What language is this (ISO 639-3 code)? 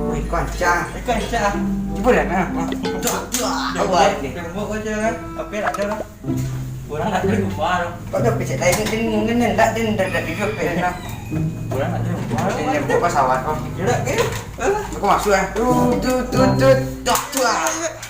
min